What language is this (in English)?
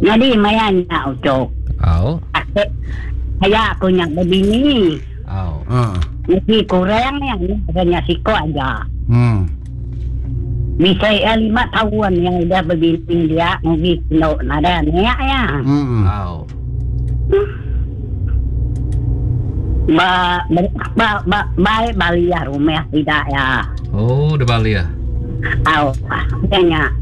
Iban